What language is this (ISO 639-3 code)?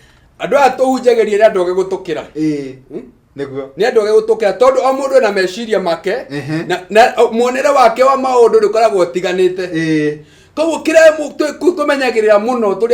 kik